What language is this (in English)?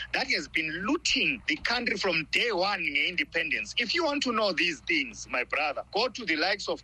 North Ndebele